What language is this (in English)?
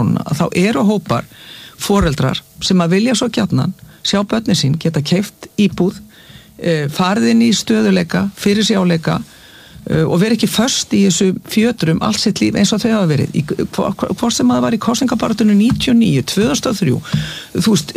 Icelandic